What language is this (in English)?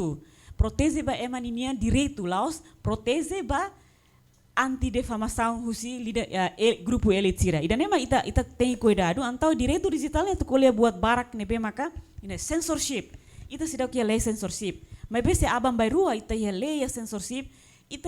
Tetum